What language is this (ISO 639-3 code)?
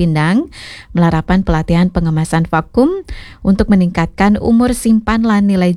ban